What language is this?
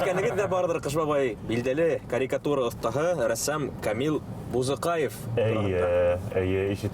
Bashkir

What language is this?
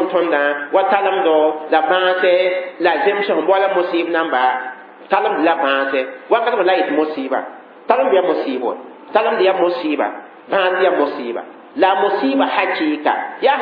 Mossi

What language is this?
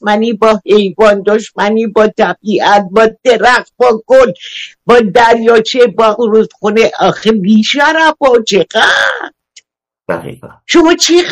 Persian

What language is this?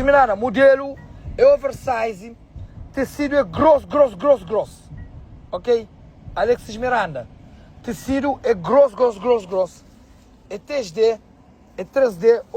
Kabuverdianu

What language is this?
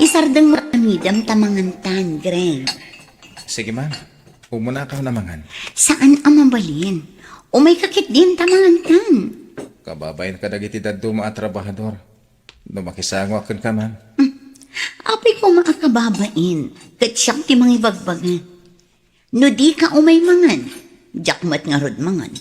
Iloko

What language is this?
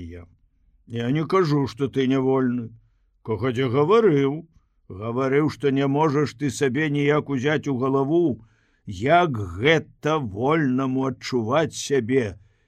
Belarusian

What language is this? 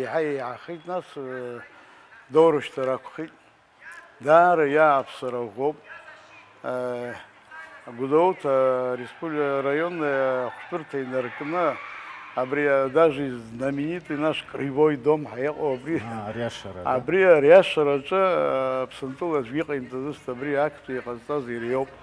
Abkhazian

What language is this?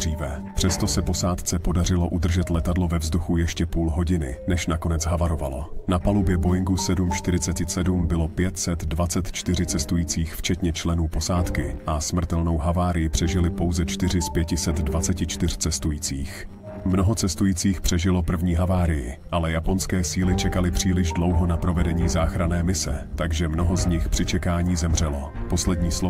Czech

